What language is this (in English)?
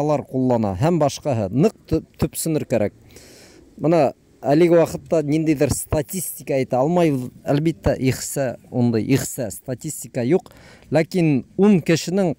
Bashkir